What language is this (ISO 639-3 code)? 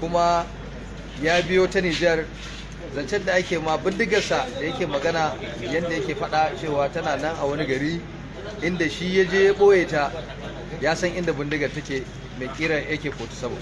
hau